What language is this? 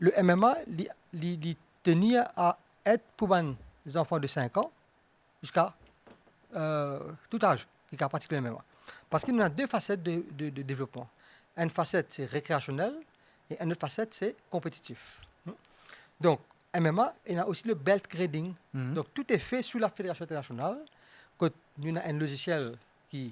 Morisyen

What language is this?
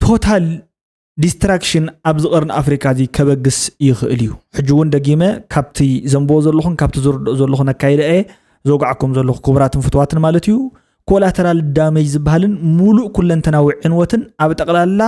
Tigrinya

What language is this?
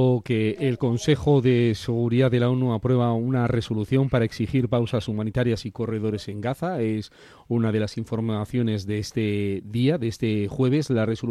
Spanish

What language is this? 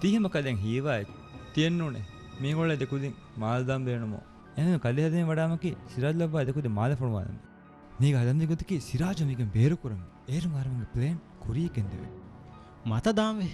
Divehi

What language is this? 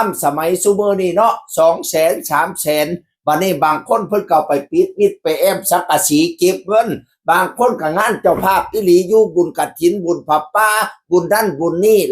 Northeastern Thai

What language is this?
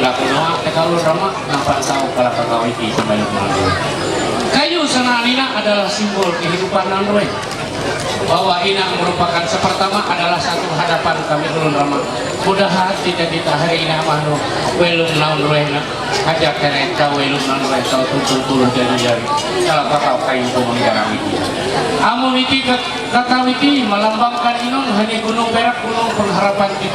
Ma'anyan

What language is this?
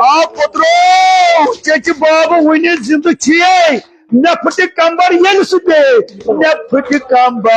Kashmiri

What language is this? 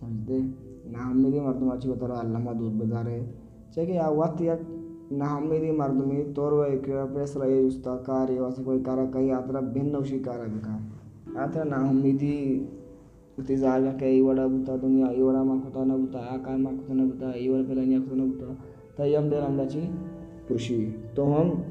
Baluchi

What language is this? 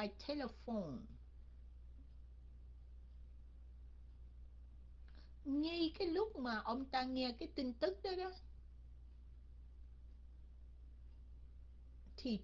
Vietnamese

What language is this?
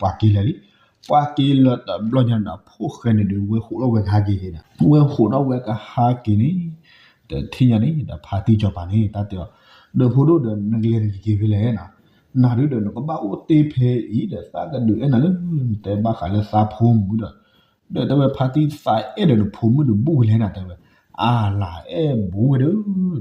S'gaw Karen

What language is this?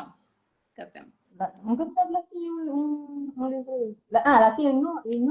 Kabuverdianu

